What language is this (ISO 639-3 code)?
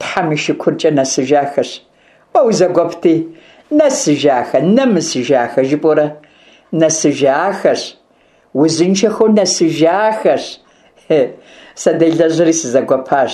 kbd